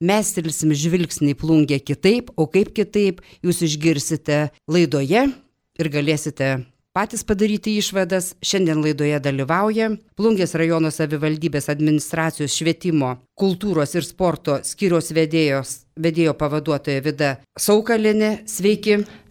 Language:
Lithuanian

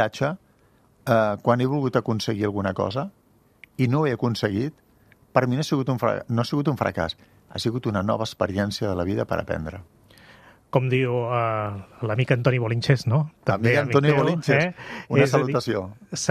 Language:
Catalan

